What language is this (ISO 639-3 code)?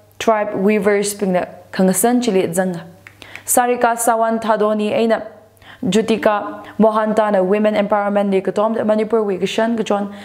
nmf